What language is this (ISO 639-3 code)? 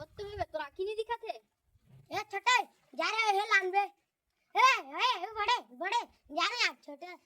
hne